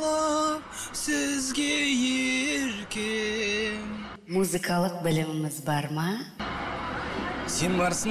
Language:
Kazakh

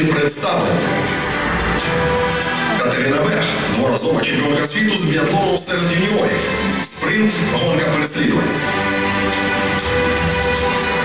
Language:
Ukrainian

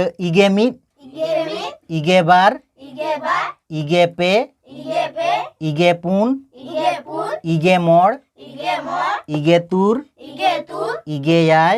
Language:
Santali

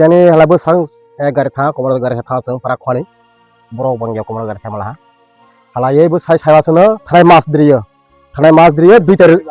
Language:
Kok Borok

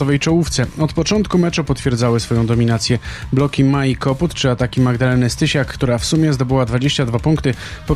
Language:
Polish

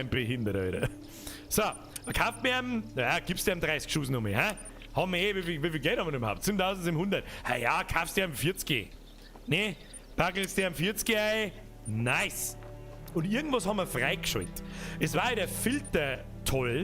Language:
Bavarian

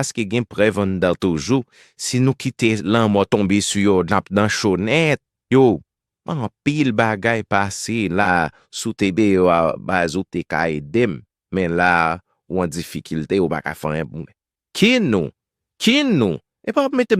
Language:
Haitian Creole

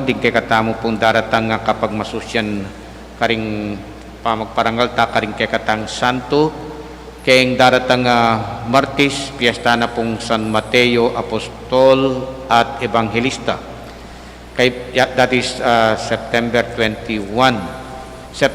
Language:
Pampanga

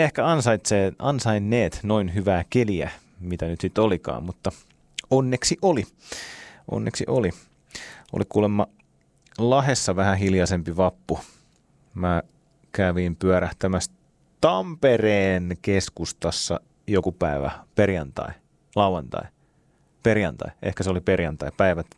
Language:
Finnish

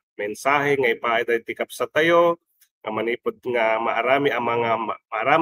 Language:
Iloko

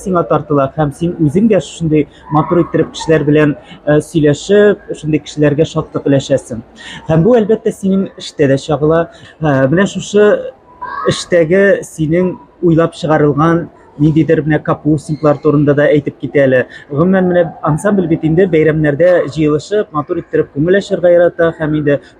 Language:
Tatar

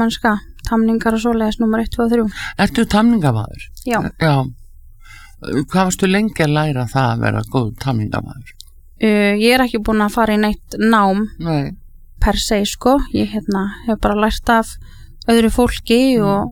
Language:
Icelandic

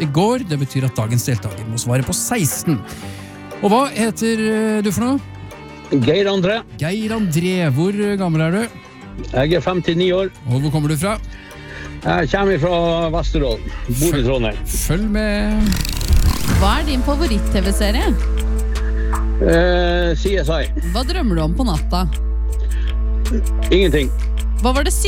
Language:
Norwegian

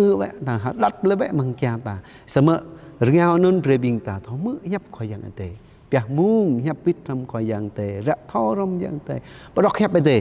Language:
Jarai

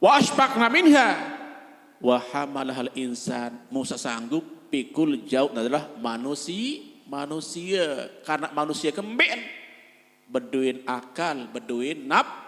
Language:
Sasak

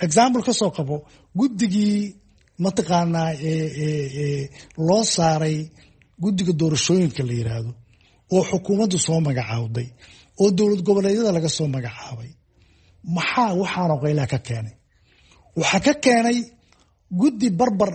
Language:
Somali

